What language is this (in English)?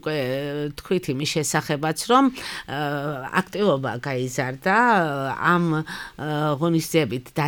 Georgian